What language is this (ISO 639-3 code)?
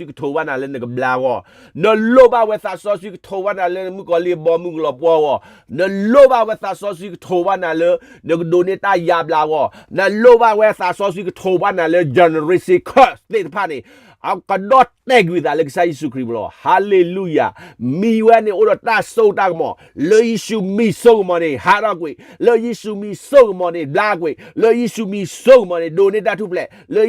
ksw